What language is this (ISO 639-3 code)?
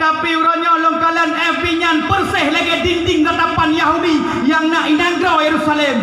ace